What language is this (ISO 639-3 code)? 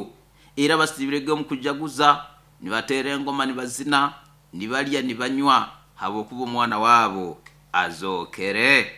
nyo